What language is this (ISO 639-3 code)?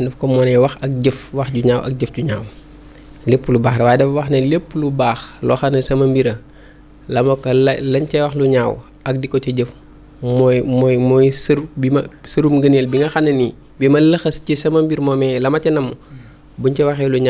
wol